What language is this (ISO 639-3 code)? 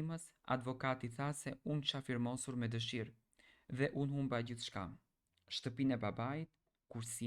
sqi